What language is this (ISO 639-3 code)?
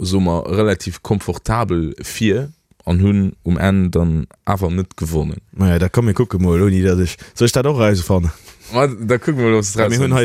ltz